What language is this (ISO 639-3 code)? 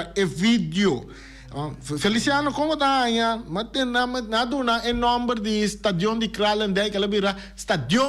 pap